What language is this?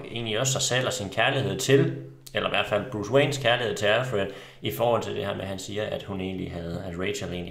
Danish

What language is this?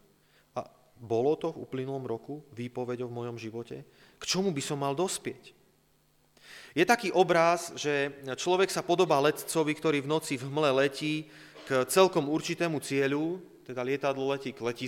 Slovak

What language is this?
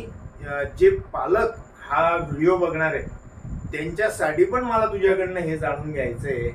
Marathi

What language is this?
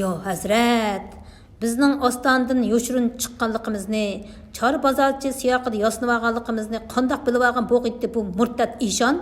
Uyghur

